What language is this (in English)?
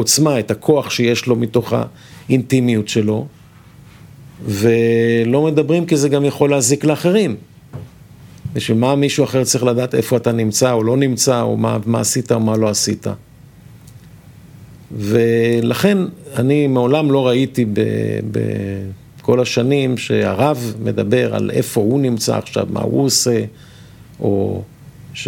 Hebrew